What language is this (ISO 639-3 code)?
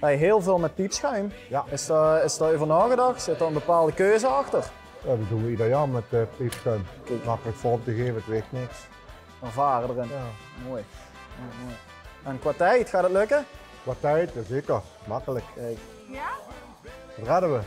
lim